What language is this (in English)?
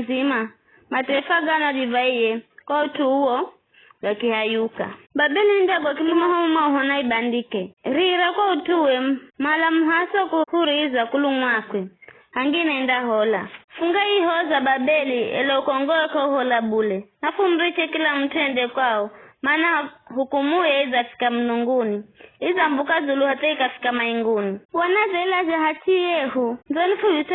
Giryama